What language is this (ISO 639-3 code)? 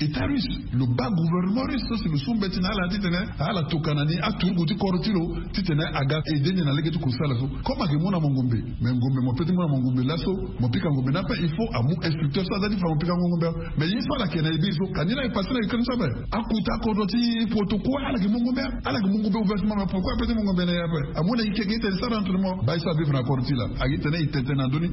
sag